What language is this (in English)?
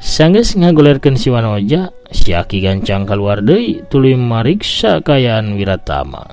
Sundanese